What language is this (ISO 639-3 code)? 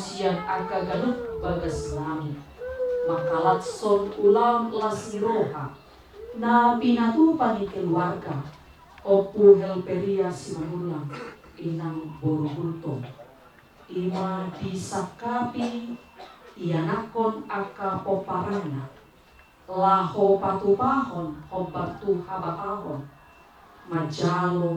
bbc